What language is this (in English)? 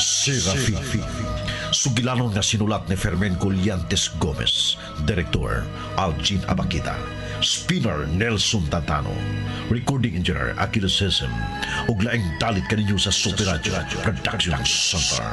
Cebuano